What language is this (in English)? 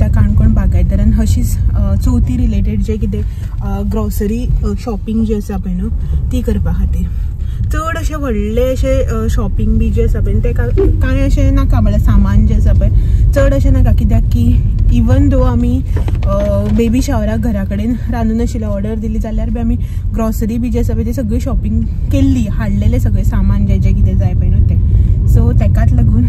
Konkani